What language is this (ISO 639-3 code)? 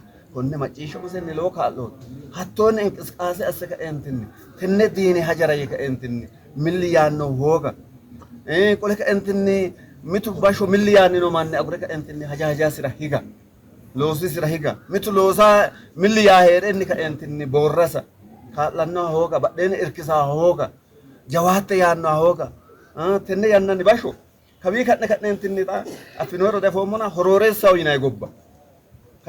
sid